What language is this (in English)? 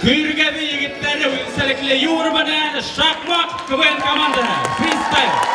Bashkir